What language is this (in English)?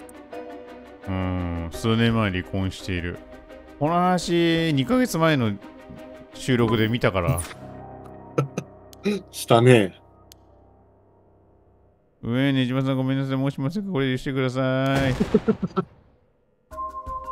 Japanese